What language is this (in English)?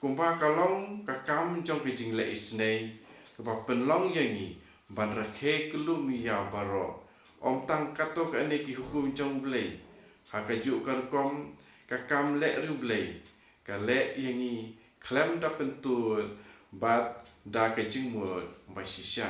Khasi